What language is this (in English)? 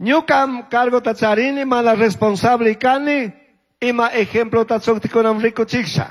Chimborazo Highland Quichua